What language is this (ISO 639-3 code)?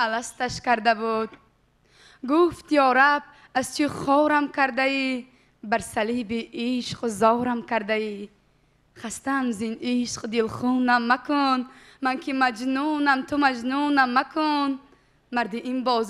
tgk